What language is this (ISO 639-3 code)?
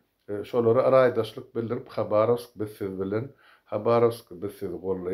tuk